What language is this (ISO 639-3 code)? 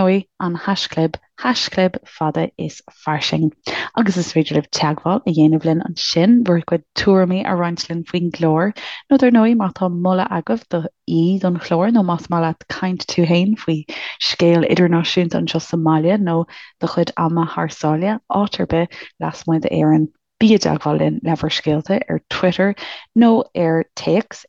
gle